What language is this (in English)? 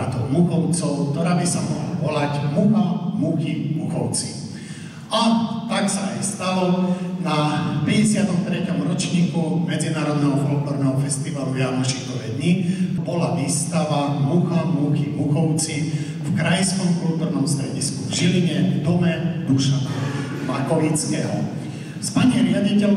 Slovak